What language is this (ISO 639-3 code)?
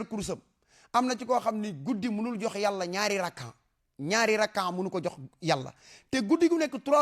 wol